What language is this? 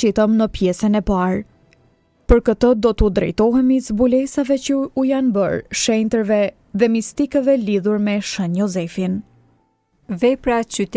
Albanian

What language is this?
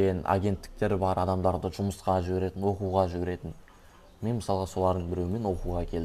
Kazakh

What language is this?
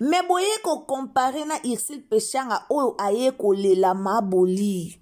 Lingala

